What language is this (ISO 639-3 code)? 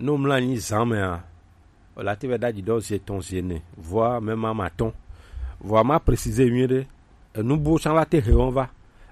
gej